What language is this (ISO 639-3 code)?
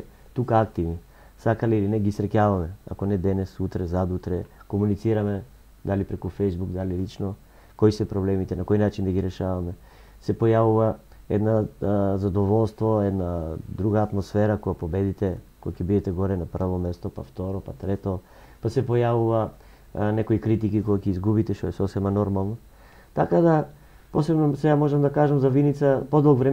mkd